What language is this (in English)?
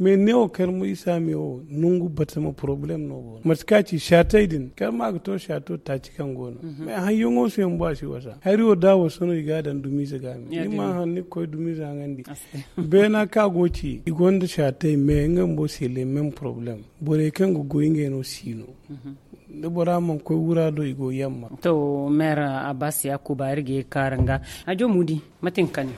Zarma